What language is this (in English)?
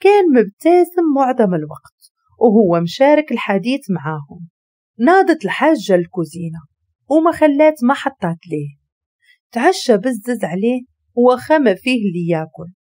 Moroccan Arabic